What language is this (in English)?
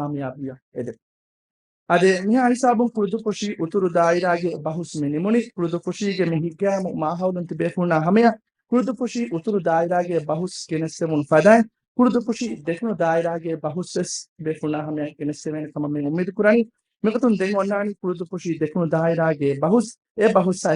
Divehi